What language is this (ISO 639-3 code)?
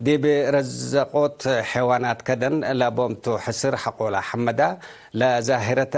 tig